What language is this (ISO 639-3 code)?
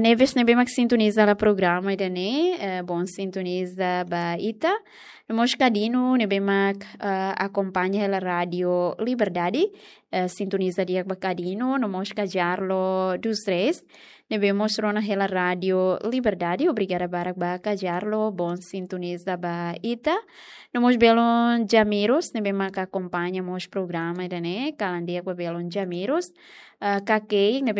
tet